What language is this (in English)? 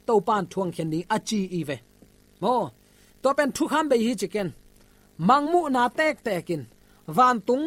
Tedim Chin